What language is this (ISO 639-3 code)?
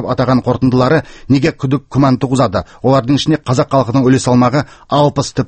kaz